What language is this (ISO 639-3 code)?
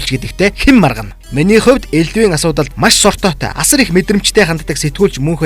mon